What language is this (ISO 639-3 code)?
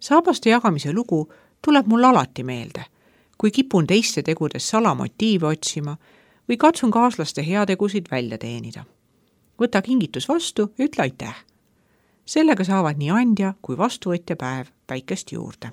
est